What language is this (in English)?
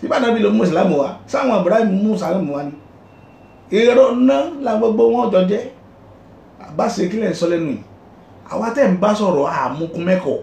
Yoruba